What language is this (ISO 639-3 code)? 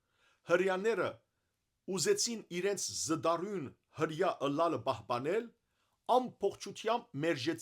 hyw